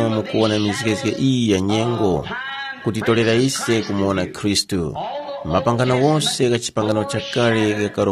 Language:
Tumbuka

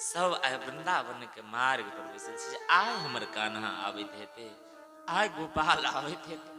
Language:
Maithili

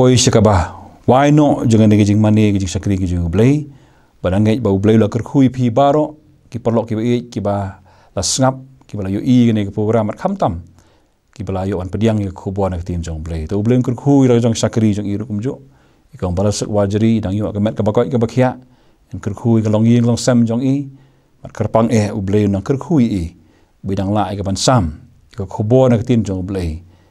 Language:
Khasi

